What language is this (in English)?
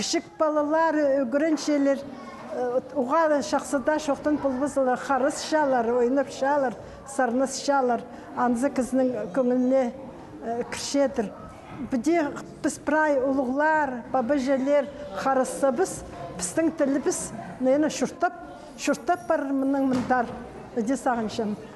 Khakas